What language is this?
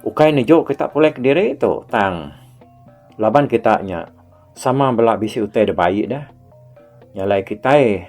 Iban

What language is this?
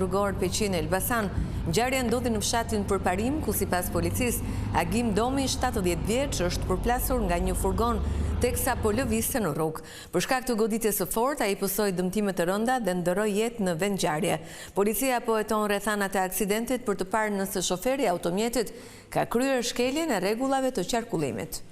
Albanian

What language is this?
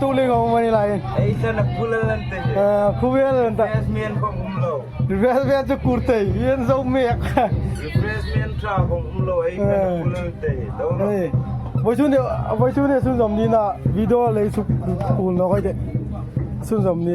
Hmar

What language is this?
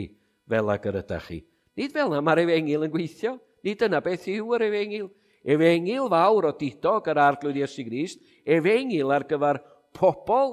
Welsh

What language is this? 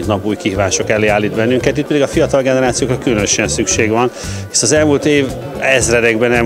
Hungarian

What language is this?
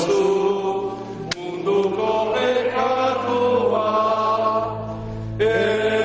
Basque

